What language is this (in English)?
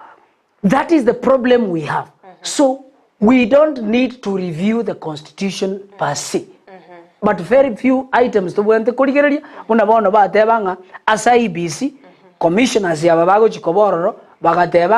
Gusii